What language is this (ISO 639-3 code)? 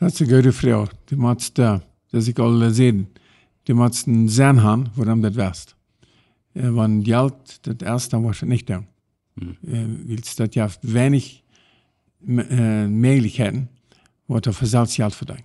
pdt